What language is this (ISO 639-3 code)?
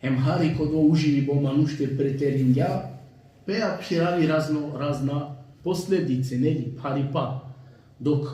rmn